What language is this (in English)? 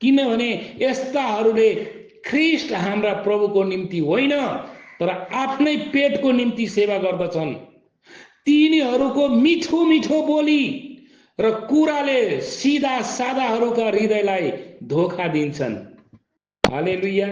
Nepali